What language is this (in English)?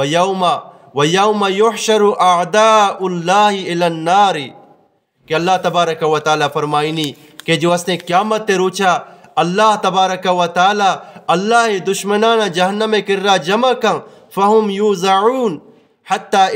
Eastern Balochi